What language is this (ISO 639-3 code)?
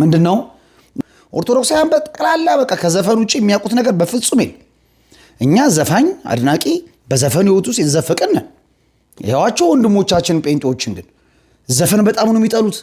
amh